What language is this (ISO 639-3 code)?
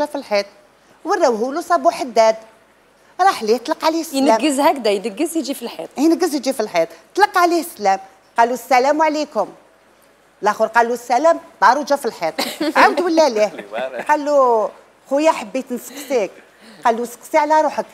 arq